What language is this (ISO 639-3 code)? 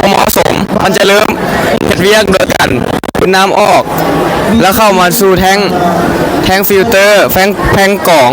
lao